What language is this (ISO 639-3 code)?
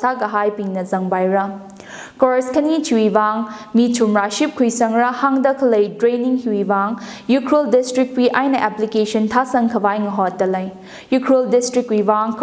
nmf